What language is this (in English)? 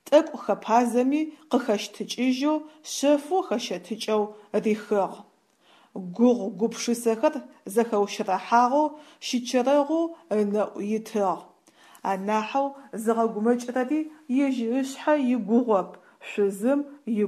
Adyghe